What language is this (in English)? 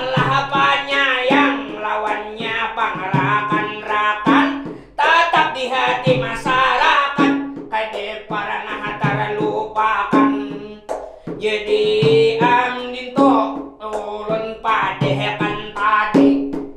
Banjar